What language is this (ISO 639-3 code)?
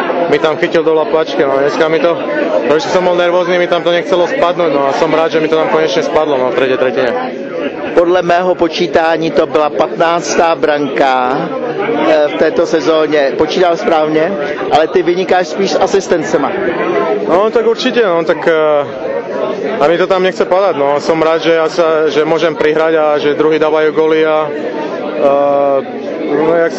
slk